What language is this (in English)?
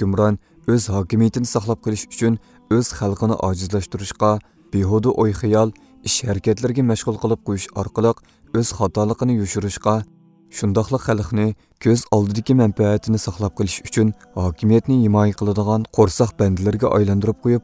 Uyghur